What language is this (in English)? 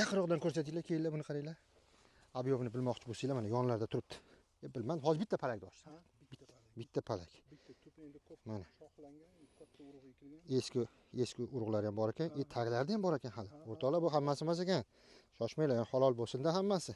Uzbek